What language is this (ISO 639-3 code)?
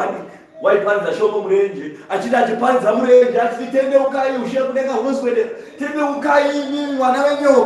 sna